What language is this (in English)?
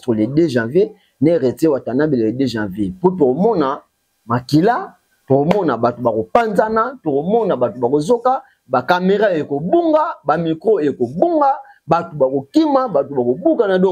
Lingala